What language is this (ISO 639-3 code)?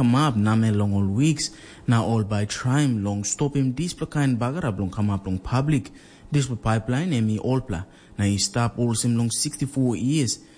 tpi